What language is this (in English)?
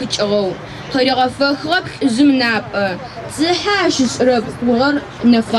Adyghe